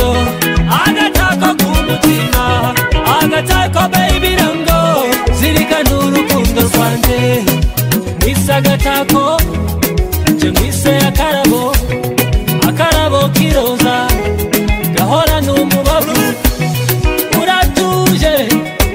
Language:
Kinyarwanda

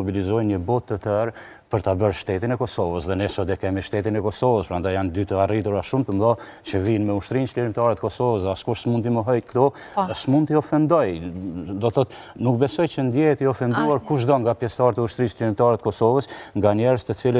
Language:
Albanian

